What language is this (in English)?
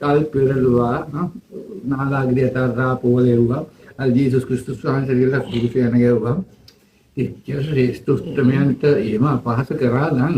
Sinhala